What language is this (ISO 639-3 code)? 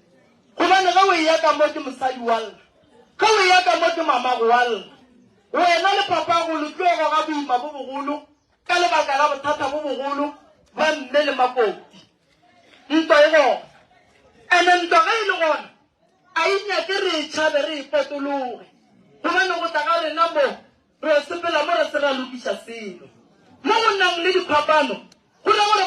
nso